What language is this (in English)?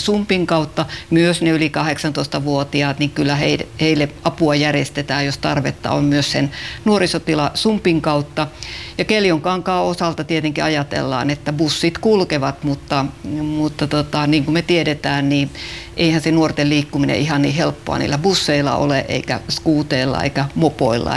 Finnish